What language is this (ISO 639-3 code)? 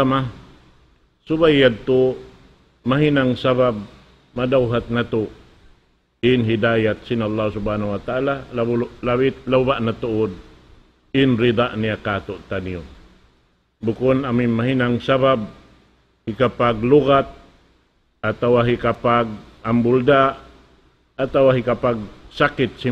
tsg